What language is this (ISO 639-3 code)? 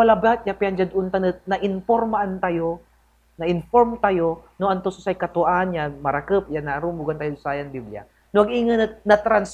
pag